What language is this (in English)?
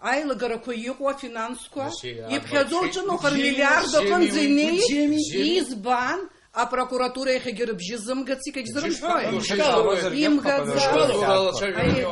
Abkhazian